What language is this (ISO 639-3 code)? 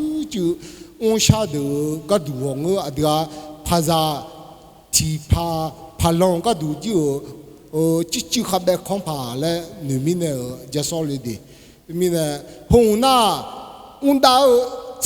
ahk